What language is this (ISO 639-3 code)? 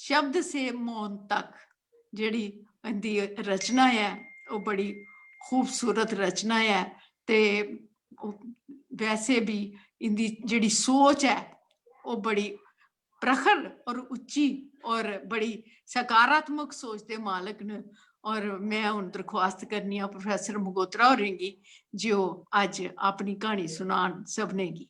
doi